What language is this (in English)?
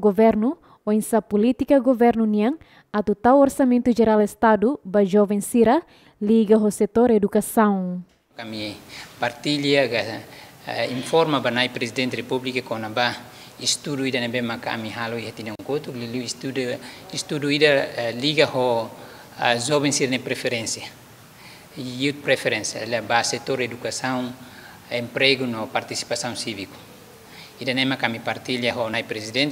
Tetum